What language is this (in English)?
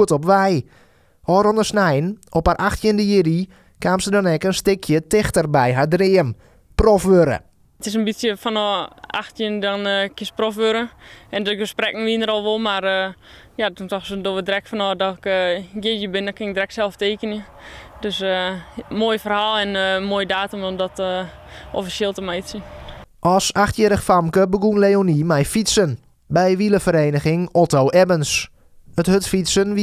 Western Frisian